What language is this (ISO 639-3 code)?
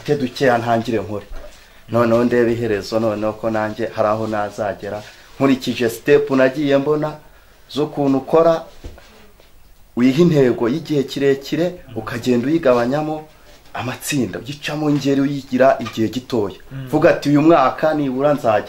kin